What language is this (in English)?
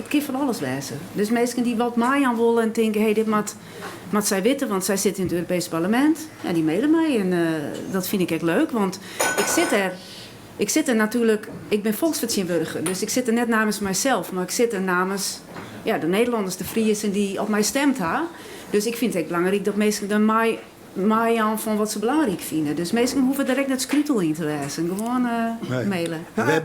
Western Frisian